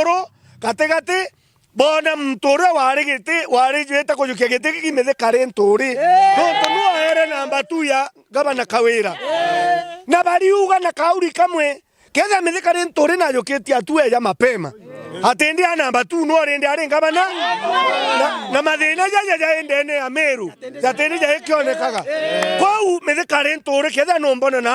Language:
Meru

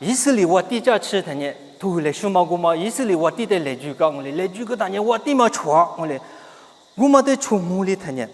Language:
Lisu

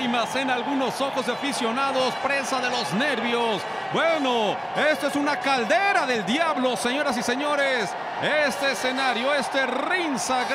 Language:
Spanish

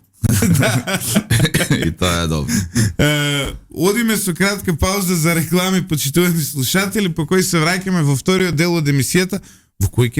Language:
Macedonian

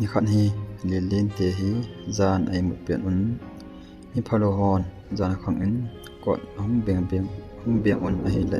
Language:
Thado Chin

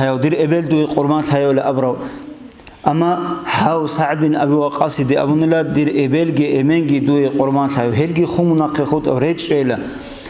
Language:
Avaric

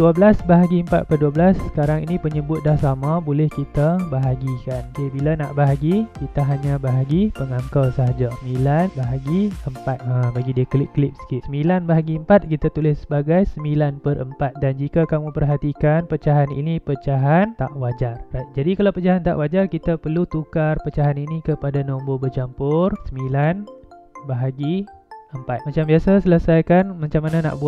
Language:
Malay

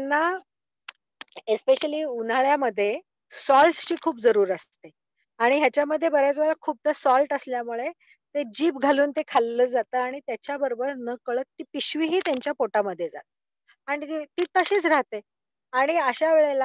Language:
Marathi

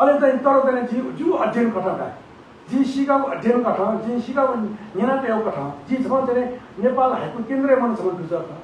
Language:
Newari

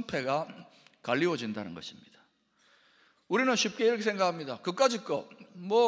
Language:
Korean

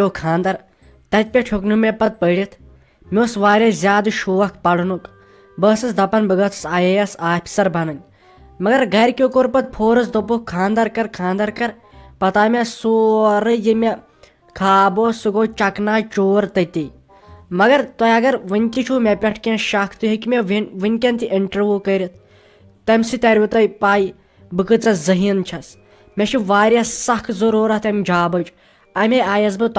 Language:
Kashmiri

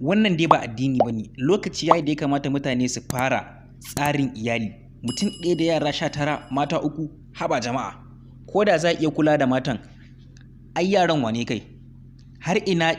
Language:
Hausa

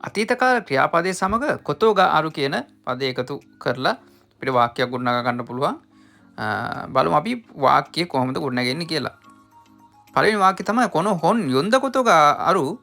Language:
Sinhala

